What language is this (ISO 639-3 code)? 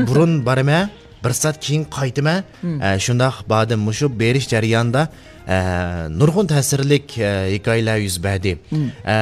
uig